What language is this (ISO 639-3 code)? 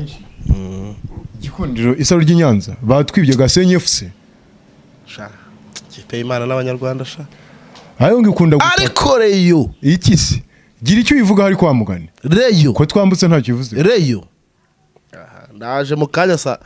kin